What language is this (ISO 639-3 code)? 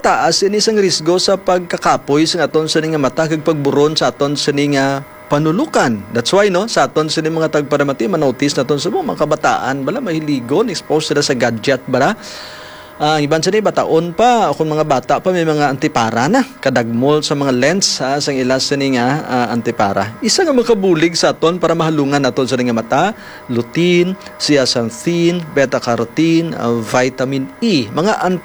hil